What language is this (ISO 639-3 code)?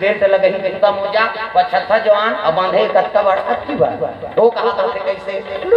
hne